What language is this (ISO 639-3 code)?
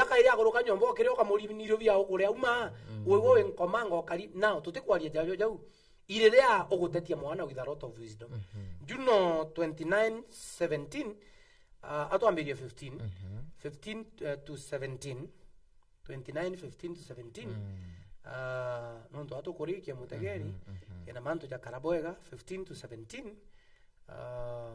mer